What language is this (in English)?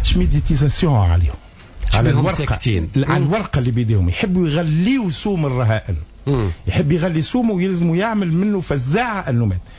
Tunisian Arabic